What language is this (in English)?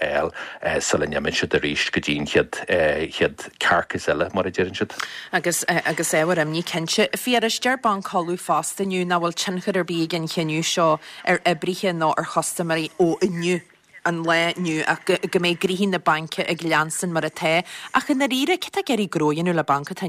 Irish